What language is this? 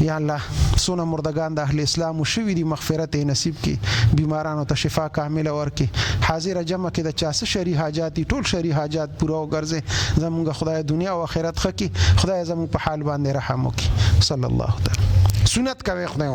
Pashto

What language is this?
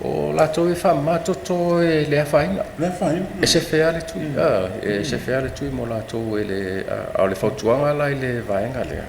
Samoan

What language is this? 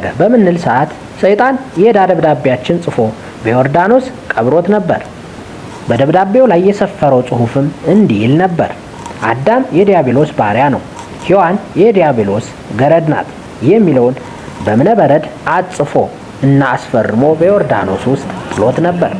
Amharic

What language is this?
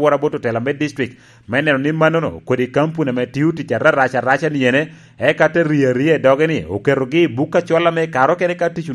Lango (Uganda)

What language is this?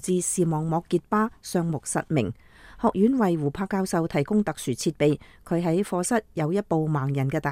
Cantonese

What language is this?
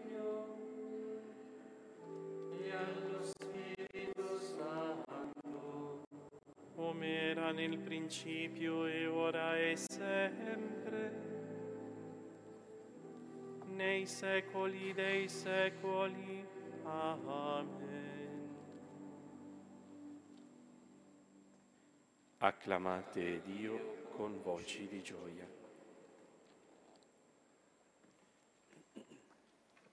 Italian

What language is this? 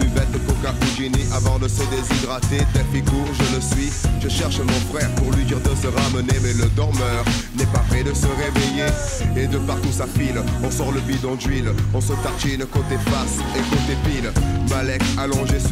French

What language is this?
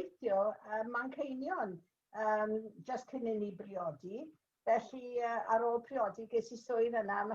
Welsh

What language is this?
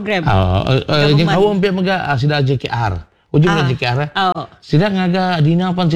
Iban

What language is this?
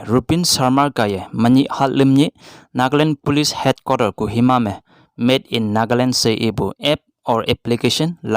Konyak Naga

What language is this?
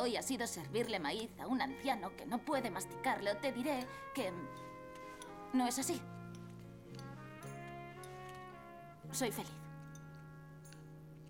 Spanish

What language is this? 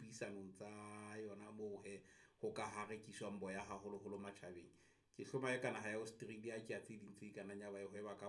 Southern Sotho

